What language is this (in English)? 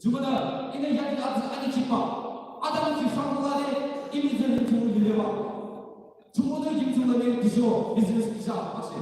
Yimchungru Naga